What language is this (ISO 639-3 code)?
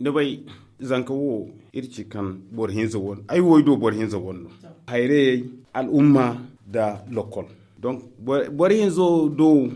dje